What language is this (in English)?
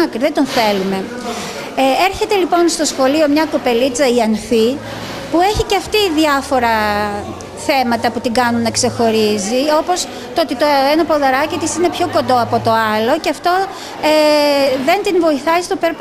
Greek